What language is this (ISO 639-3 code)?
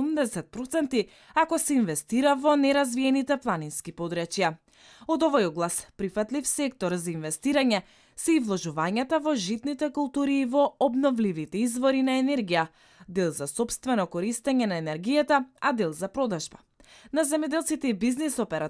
mkd